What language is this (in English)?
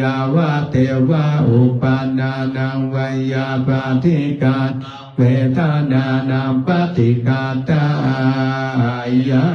Pali